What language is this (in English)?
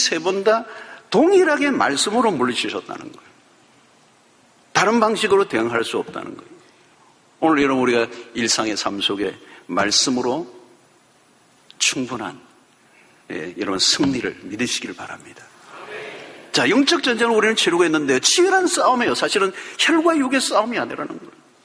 Korean